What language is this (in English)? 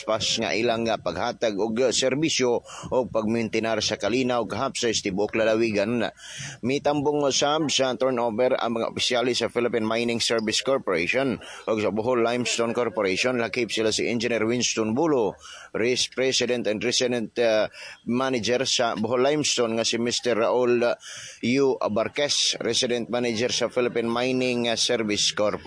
Cebuano